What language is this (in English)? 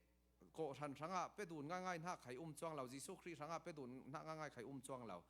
Falam Chin